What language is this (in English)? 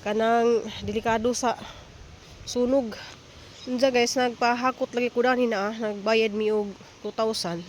Cebuano